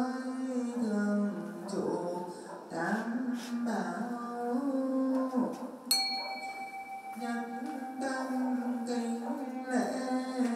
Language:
Vietnamese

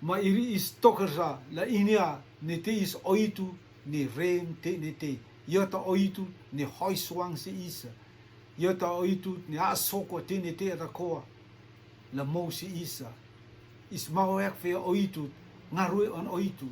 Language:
Rotuman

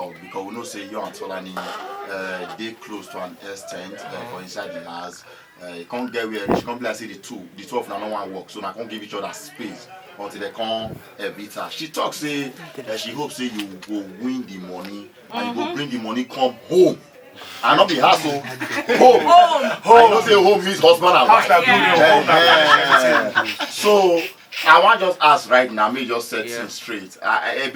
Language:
Nigerian Pidgin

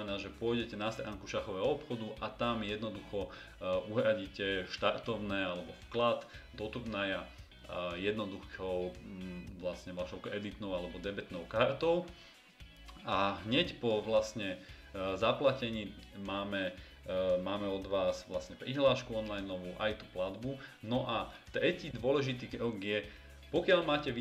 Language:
Slovak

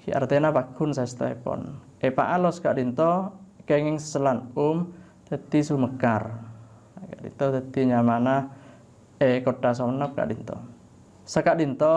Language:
Madurese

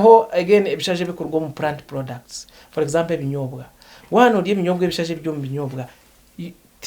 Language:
Nyankole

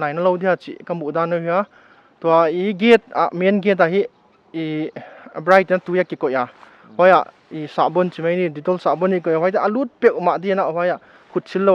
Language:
Paite Chin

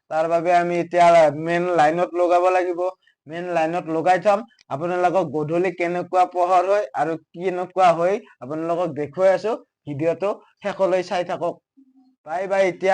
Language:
Assamese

